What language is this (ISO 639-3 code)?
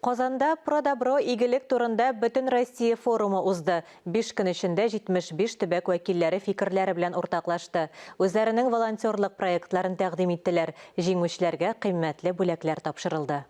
tat